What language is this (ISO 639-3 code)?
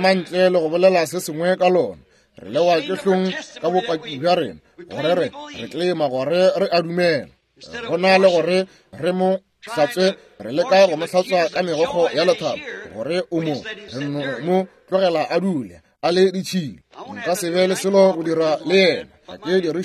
nso